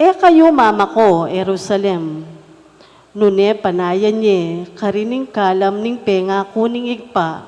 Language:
Pampanga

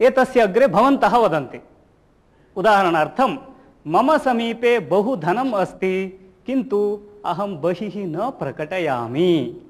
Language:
Sanskrit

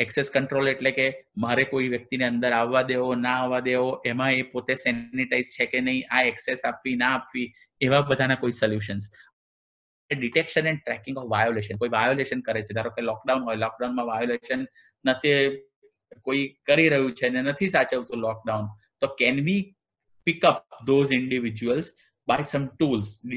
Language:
Gujarati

